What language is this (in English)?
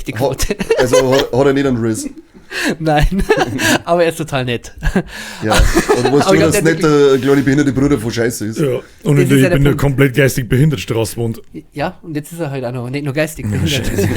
Bavarian